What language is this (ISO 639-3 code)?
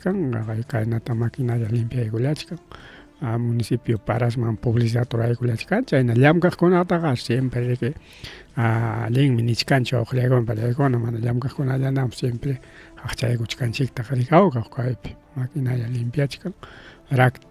quy